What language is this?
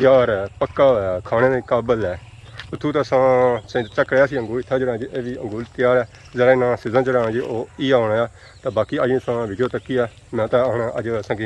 Pahari-Potwari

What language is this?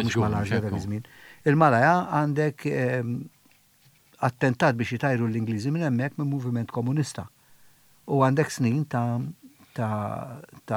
Maltese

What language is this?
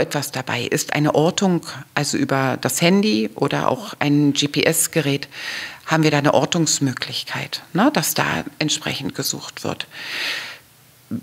German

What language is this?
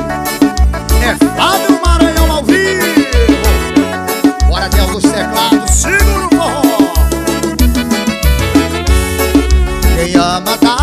Portuguese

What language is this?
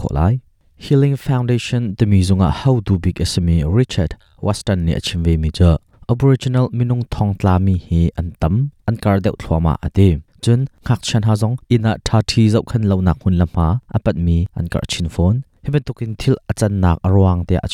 Hakha Chin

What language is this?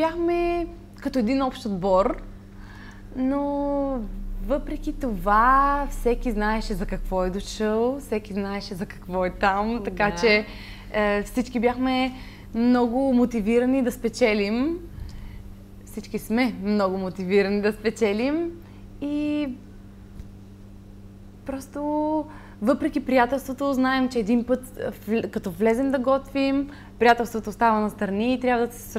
Bulgarian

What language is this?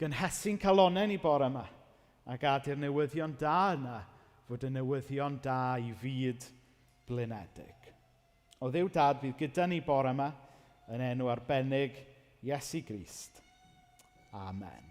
Welsh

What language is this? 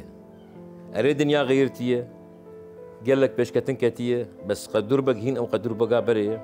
Kurdish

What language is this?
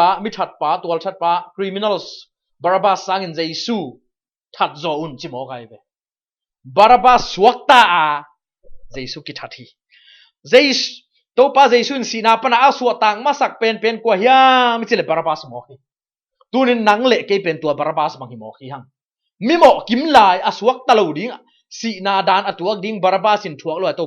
Tedim Chin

